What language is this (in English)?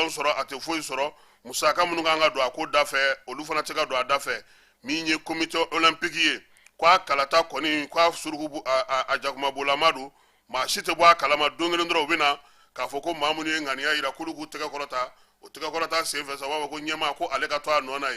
Bambara